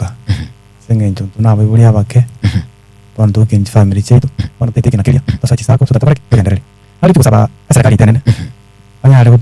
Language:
Gusii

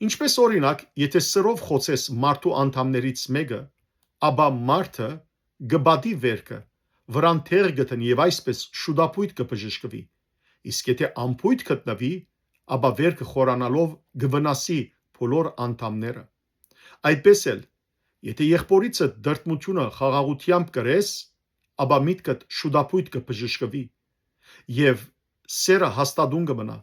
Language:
Western Armenian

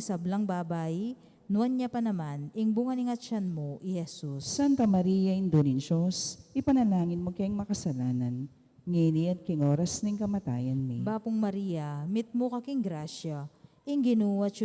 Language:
Pampanga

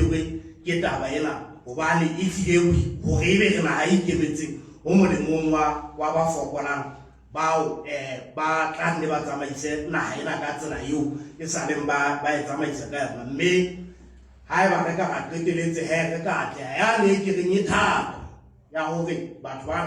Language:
Southern Sotho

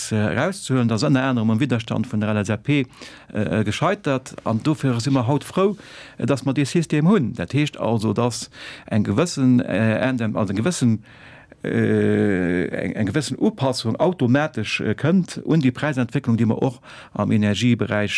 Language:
Luxembourgish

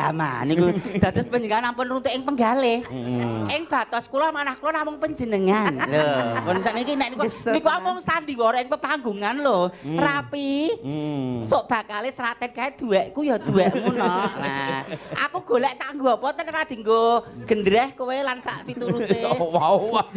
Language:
Javanese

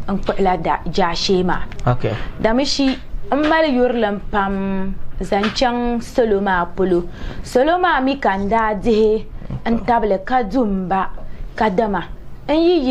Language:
Dagbani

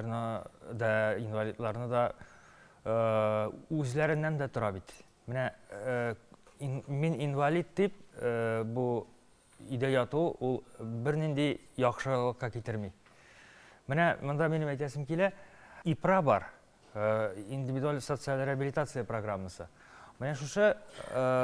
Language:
Tatar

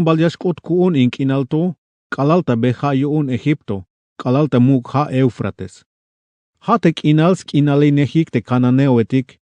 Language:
Tzeltal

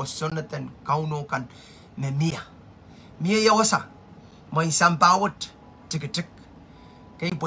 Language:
Pohnpeian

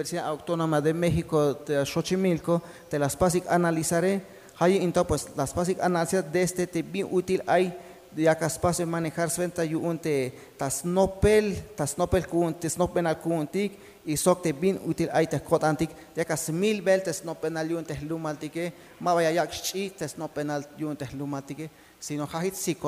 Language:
Tzeltal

